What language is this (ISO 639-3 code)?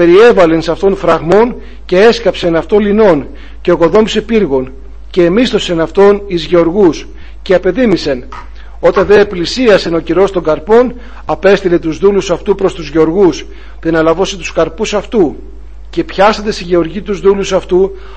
ell